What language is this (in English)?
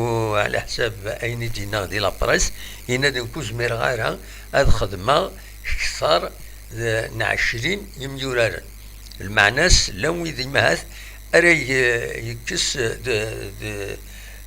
Kabyle